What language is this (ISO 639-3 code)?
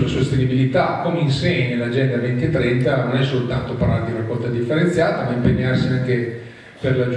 ita